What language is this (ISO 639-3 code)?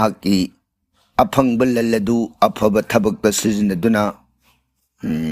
mni